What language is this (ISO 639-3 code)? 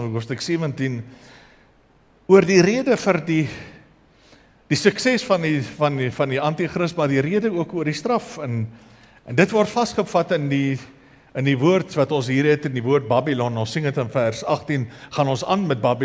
afr